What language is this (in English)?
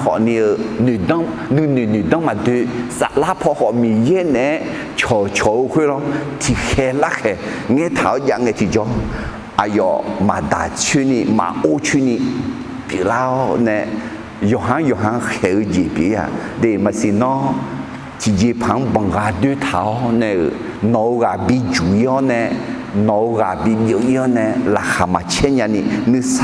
Akha